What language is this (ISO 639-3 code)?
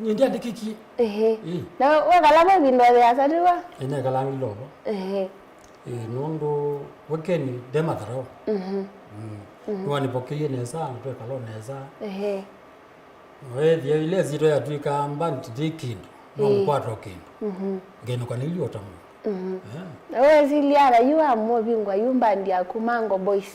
kam